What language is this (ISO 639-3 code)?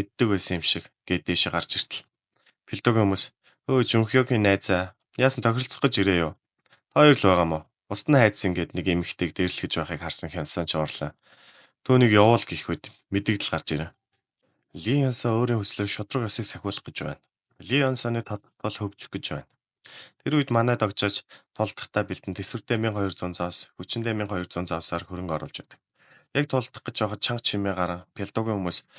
mon